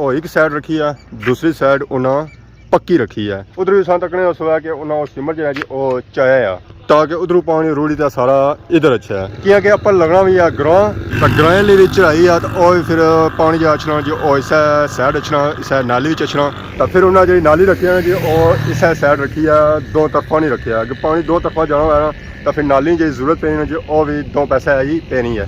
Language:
Pahari-Potwari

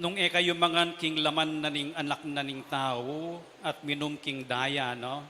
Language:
Pampanga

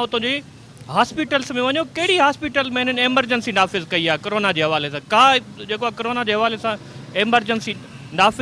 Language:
Sindhi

